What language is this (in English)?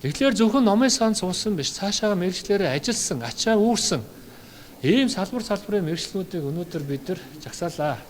Mongolian